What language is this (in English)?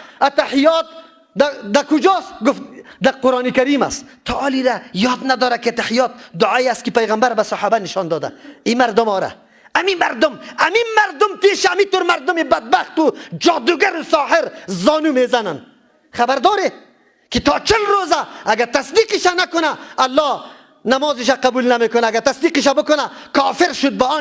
Persian